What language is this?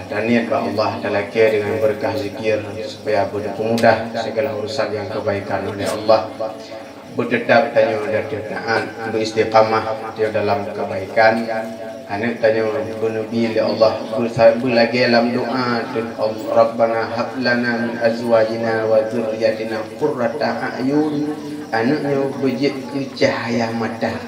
Achinese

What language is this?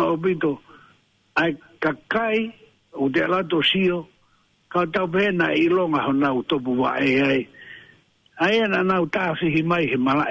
Tongan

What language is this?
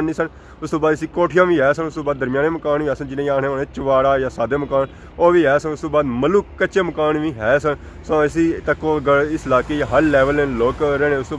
Pahari-Potwari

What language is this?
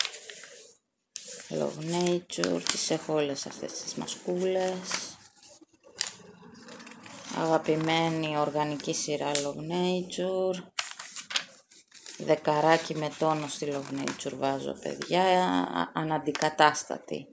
Greek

